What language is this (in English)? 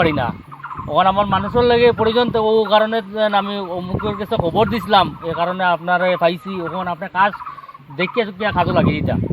Sylheti